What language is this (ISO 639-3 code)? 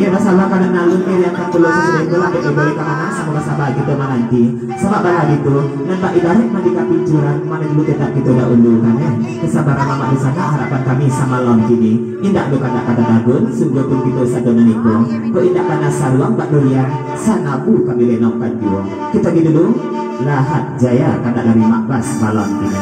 min